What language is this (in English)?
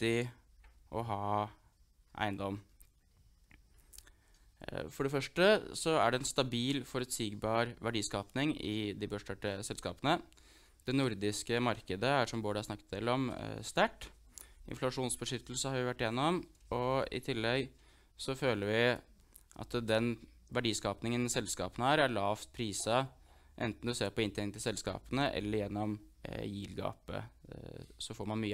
Norwegian